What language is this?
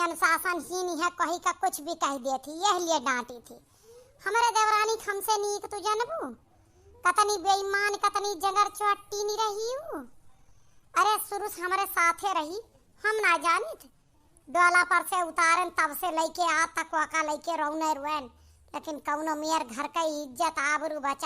Awadhi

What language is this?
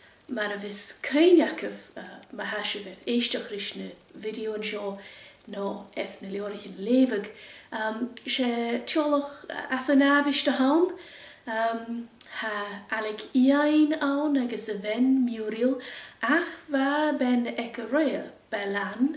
Scottish Gaelic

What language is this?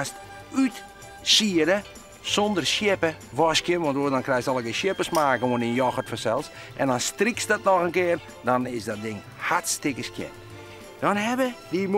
Western Frisian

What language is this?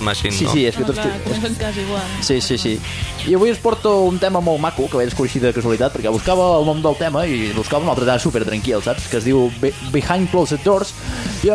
Catalan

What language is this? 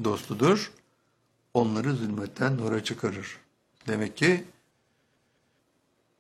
Turkish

